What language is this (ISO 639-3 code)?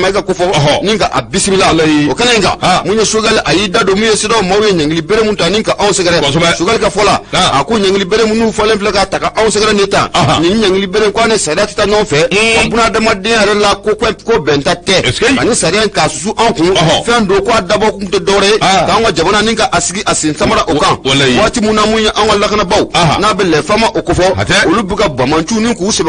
bam